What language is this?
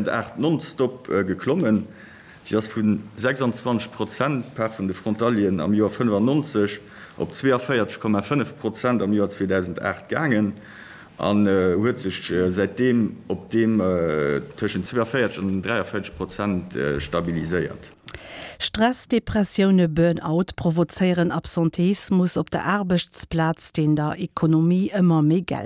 Luxembourgish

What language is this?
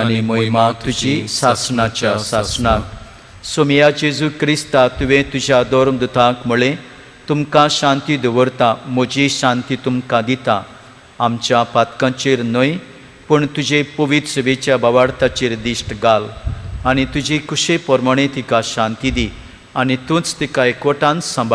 Konkani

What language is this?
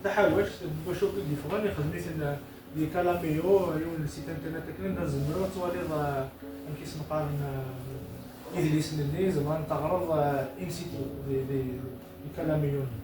Kabyle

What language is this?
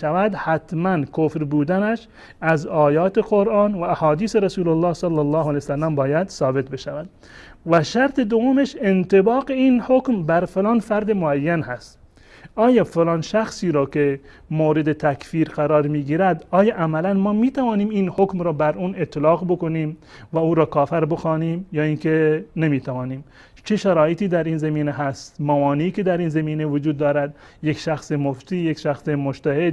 Persian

